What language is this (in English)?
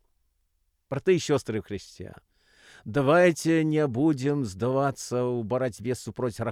Belarusian